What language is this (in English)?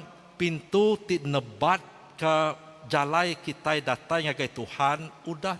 Iban